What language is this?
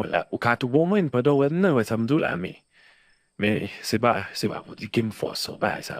Haitian Creole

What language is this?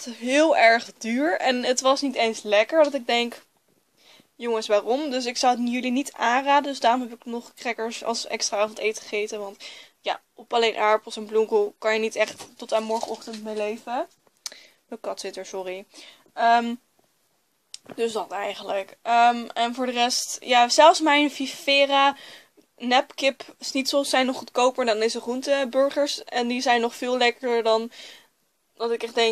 Dutch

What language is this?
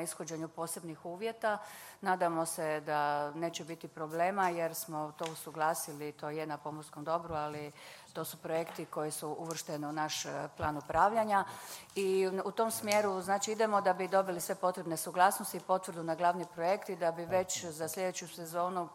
Croatian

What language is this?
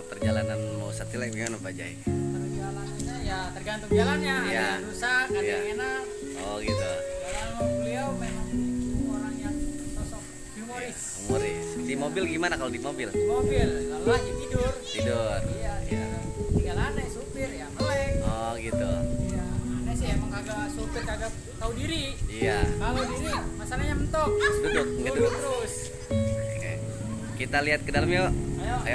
Betawi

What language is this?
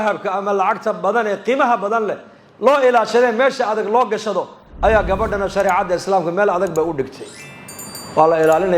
Somali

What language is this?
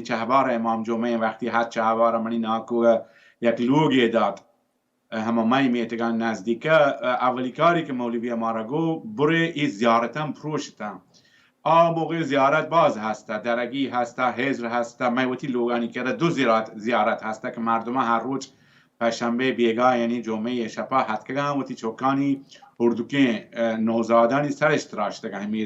Baluchi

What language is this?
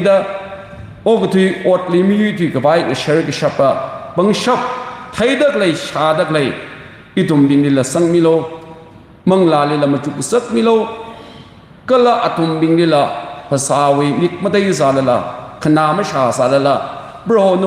Tangkhul Naga (India)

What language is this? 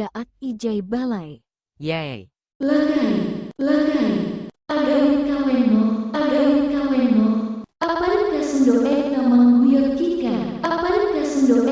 Iloko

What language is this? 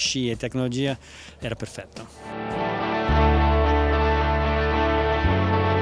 Italian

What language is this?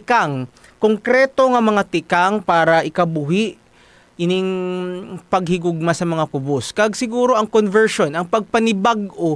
Hiligaynon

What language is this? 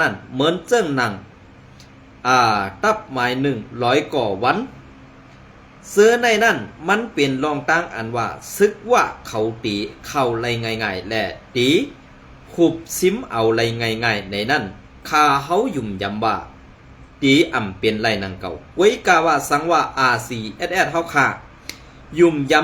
Shan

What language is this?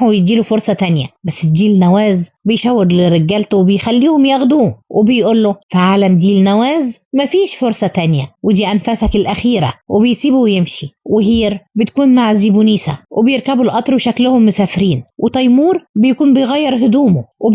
Egyptian Arabic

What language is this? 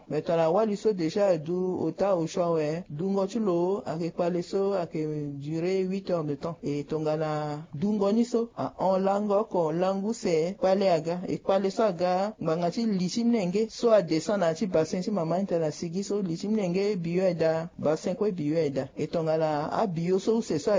Sango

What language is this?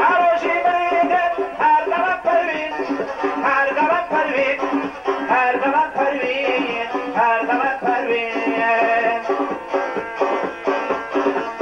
Persian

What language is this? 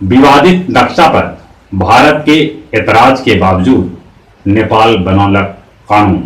Magahi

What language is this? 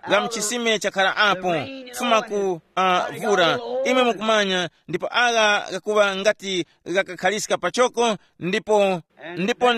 Tumbuka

